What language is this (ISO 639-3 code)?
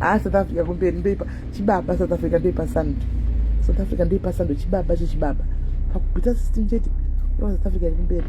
sna